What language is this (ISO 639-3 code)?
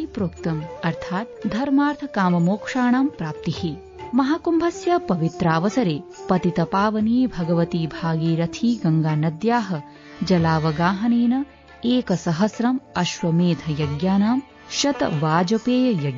san